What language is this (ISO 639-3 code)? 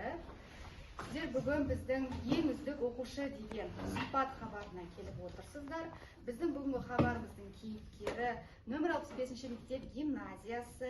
kaz